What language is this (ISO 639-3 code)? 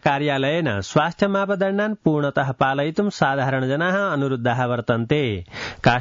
san